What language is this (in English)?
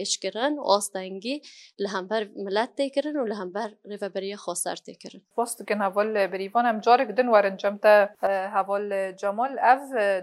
Kurdish